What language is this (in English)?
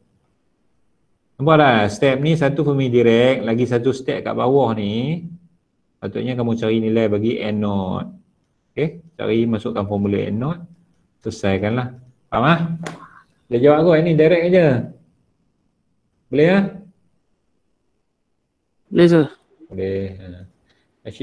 Malay